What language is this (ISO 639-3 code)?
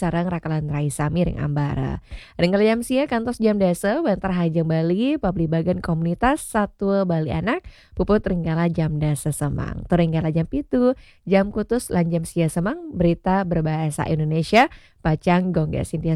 ban